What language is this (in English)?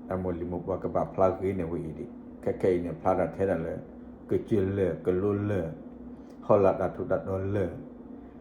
S'gaw Karen